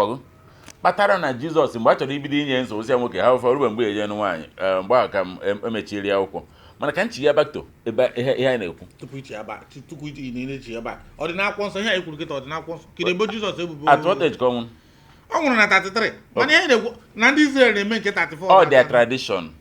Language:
Igbo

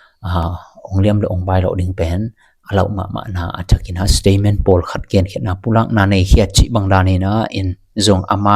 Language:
Tedim Chin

